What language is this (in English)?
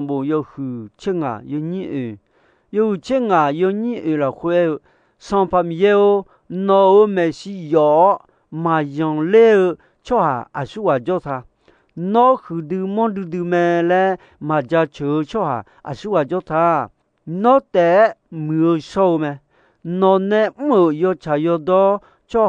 Akha